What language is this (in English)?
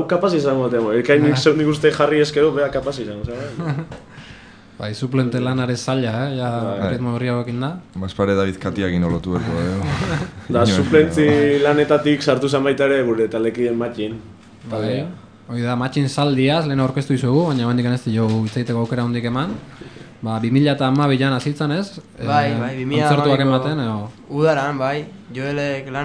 Basque